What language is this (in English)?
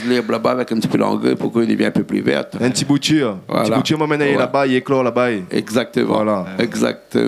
Réunion Creole French